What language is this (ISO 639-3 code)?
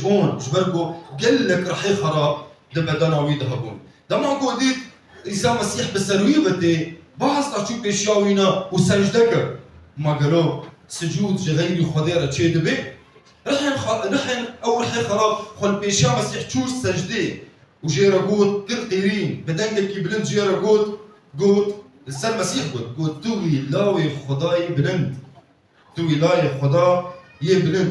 kur